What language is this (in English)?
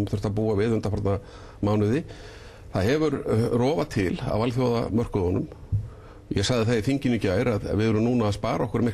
Icelandic